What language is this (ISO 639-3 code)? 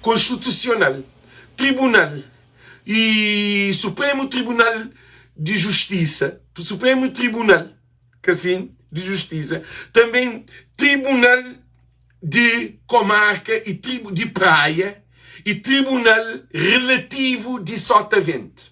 kea